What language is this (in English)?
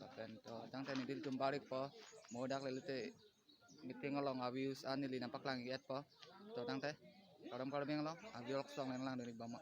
Karbi